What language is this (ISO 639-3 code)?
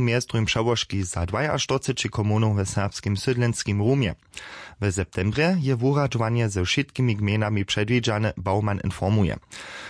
hsb